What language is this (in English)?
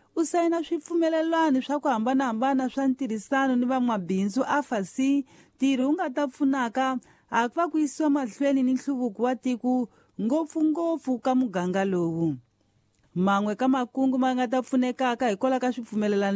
Tsonga